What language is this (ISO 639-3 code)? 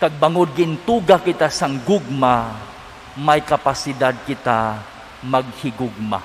hil